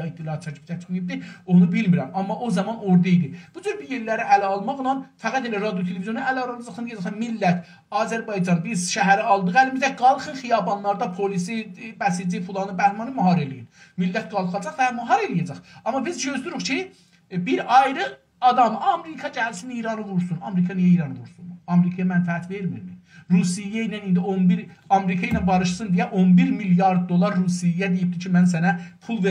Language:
South Azerbaijani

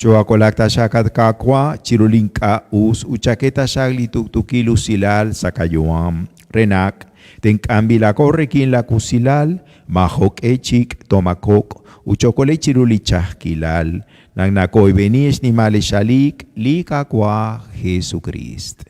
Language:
Kekchí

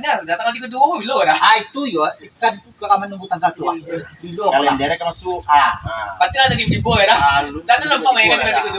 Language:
Minangkabau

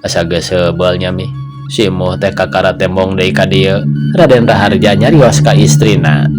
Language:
Sundanese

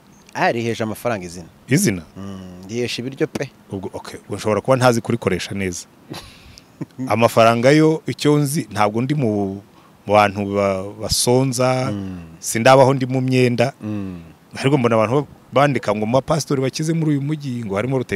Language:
Kinyarwanda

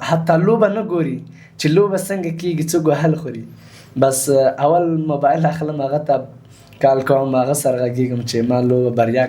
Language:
Pashto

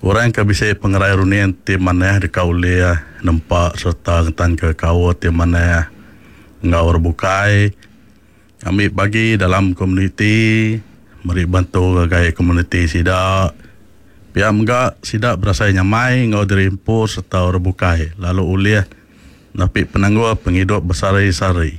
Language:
Iban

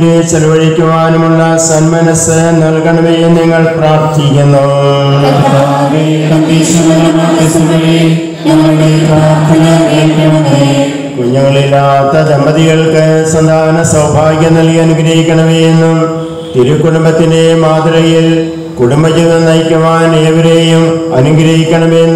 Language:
Malayalam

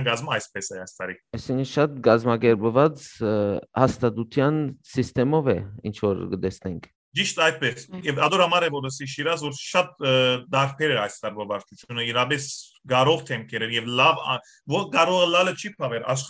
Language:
Western Armenian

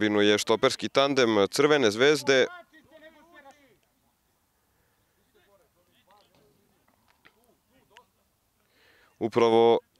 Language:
Serbian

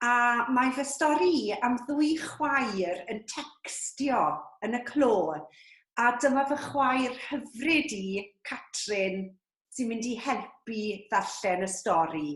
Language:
Welsh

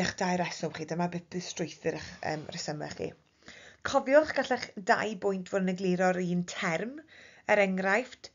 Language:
Welsh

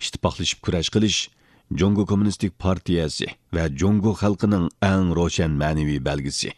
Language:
Uyghur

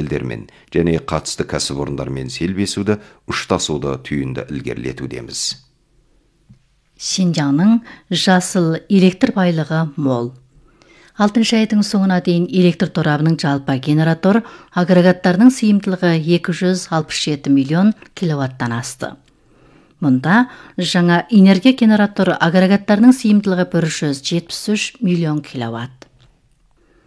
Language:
Kazakh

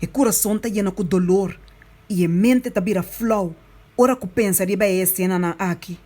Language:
Papiamento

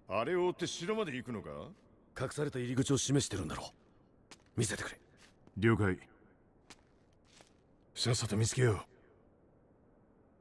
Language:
Japanese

